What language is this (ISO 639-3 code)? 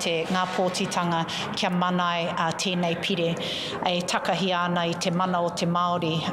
mri